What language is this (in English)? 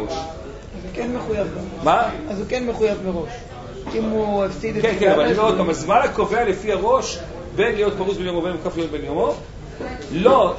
Hebrew